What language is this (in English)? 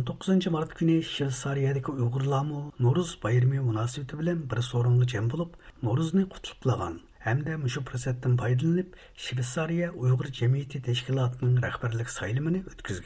Uyghur